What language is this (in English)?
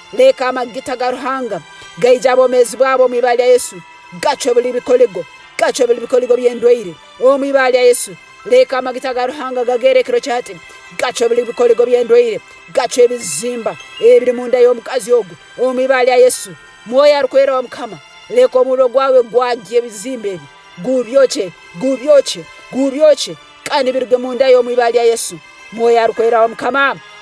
Tooro